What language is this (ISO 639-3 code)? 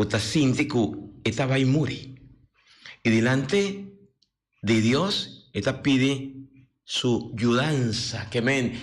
pap